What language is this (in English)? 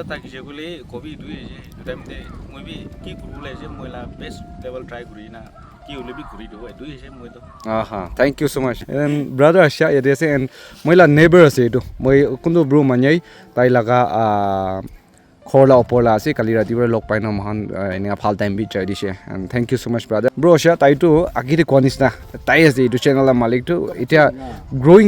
Naga Pidgin